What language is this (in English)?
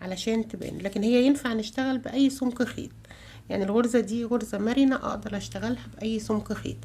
Egyptian Arabic